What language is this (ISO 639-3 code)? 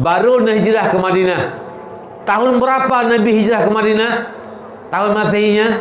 ace